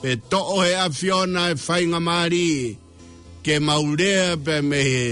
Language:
Tongan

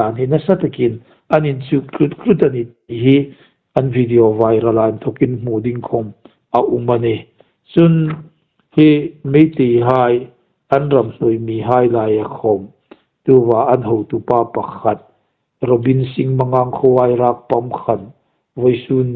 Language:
Hmar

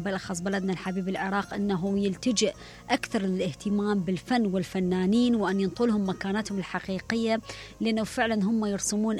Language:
Mesopotamian Arabic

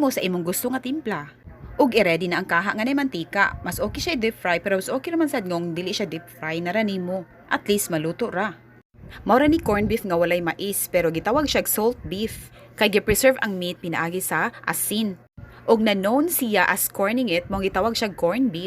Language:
Cebuano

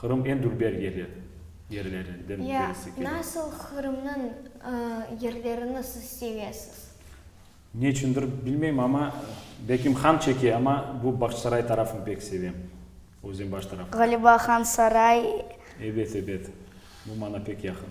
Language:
Crimean Tatar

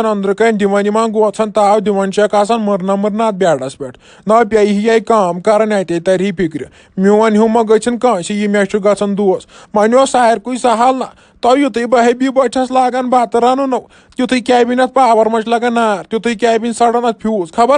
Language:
Kashmiri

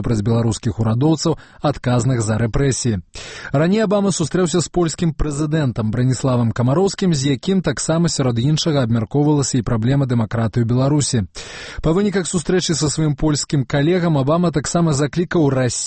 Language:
Belarusian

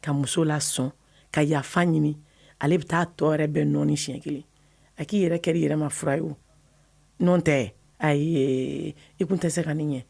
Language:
Bambara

